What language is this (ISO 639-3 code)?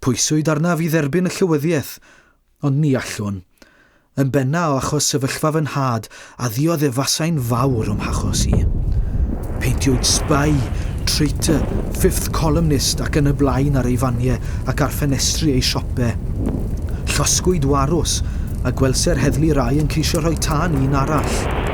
cym